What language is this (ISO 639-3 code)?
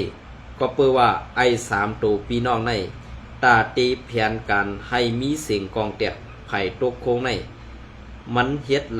shn